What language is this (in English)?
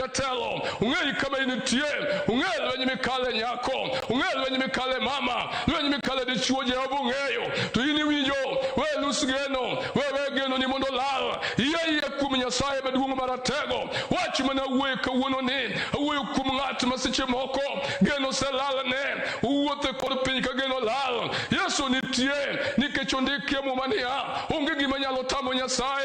Luo (Kenya and Tanzania)